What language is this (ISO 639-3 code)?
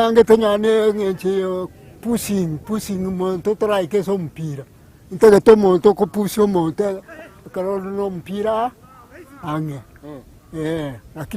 guz